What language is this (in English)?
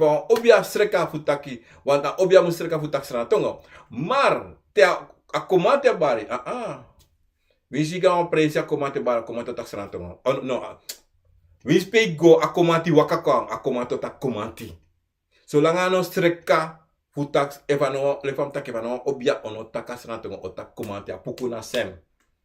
Sranan Tongo